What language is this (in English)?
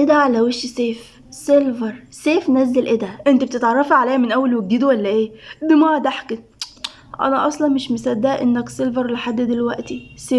Egyptian Arabic